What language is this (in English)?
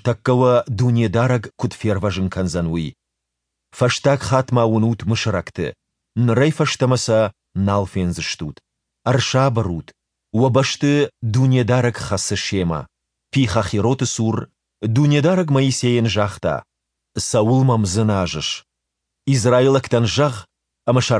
Ossetic